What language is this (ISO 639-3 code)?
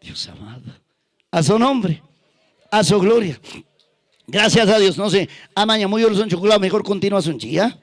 quy